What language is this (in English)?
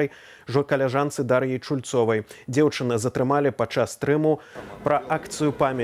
Belarusian